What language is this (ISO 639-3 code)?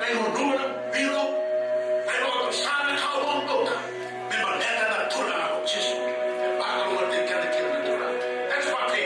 fij